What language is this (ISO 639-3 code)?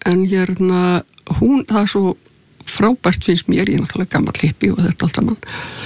isl